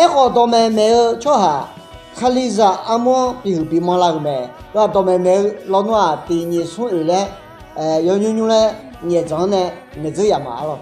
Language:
Akha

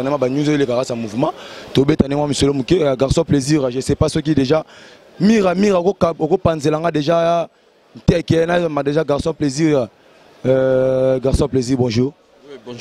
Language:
Lingala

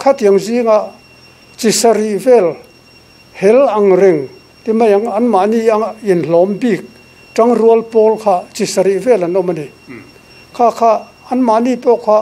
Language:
Mizo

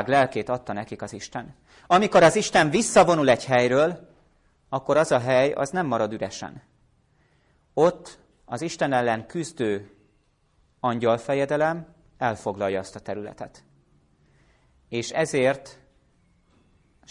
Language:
Hungarian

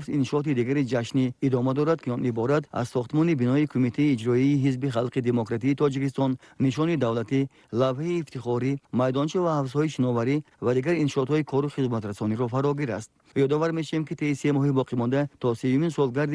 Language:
Tajik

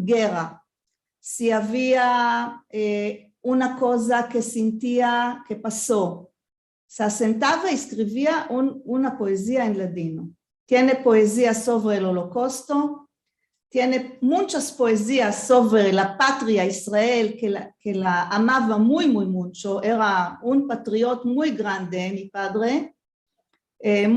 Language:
Ladino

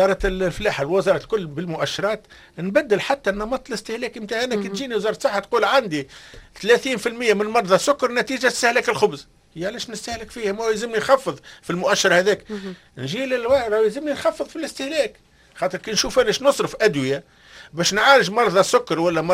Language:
Tunisian Arabic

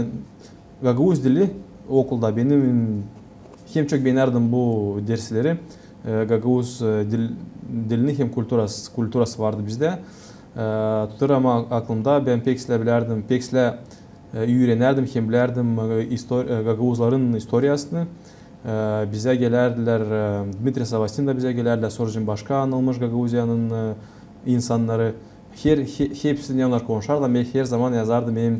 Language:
Gagauz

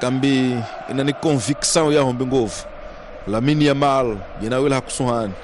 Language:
Tsonga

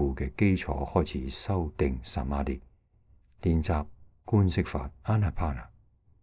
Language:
Cantonese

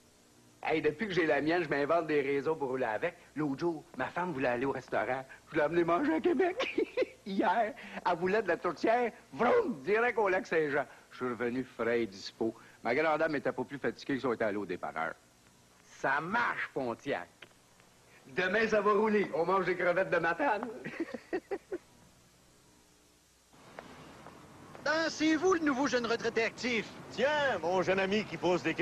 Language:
French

